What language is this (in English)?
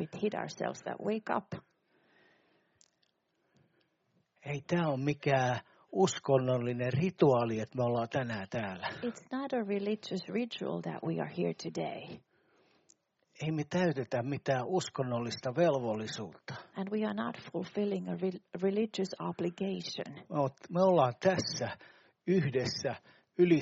Finnish